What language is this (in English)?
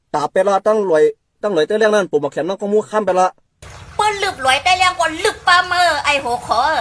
Shan